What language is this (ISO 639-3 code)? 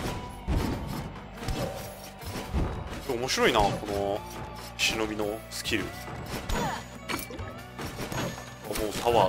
jpn